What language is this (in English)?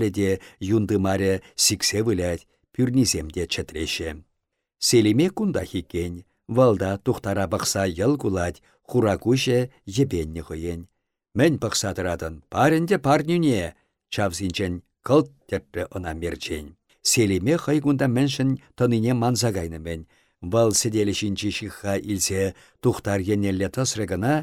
Chuvash